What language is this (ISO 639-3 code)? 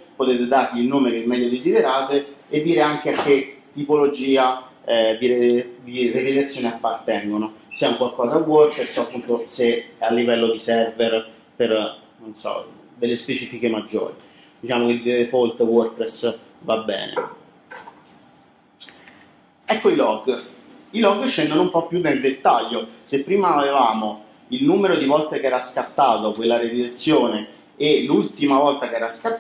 ita